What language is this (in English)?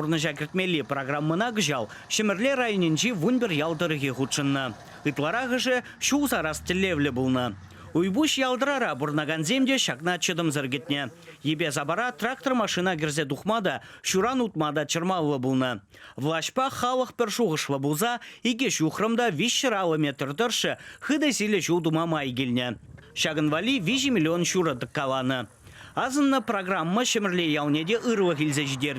Chuvash